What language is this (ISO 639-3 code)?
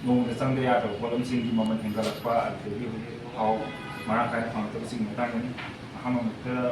mni